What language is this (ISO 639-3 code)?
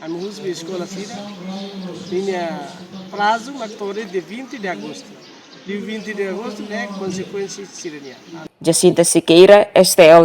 tet